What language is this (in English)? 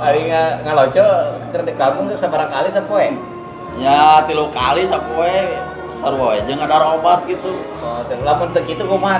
Sundanese